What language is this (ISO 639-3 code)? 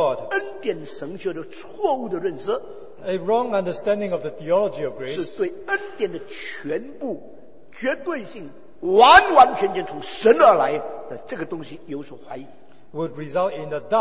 zho